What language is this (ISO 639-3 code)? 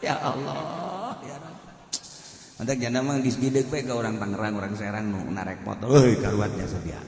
sun